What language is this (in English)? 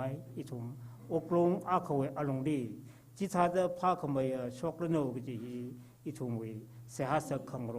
Tangkhul Naga (India)